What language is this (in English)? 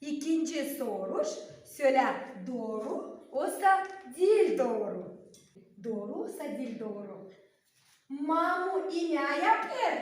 Gagauz